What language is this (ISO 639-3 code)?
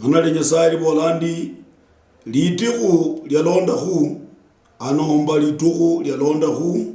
luy